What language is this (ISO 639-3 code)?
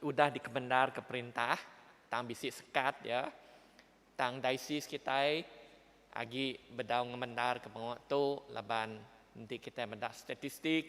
iba